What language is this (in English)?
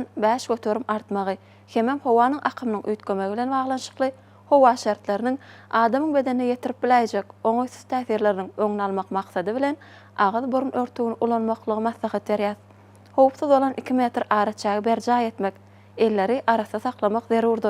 Turkmen